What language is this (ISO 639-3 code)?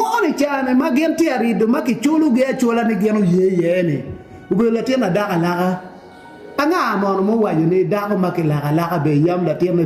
ach